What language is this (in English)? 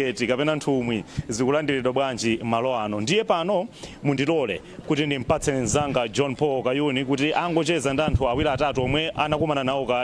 Nyanja